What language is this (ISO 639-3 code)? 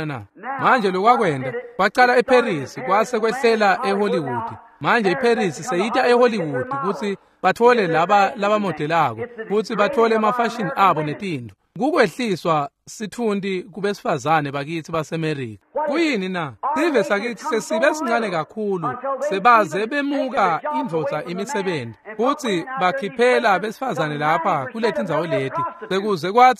ssw